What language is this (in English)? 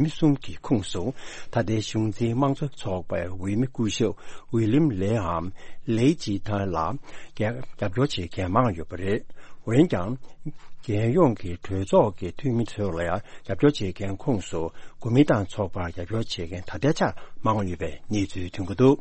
Tibetan